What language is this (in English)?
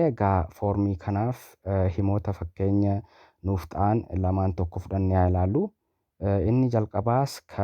Oromo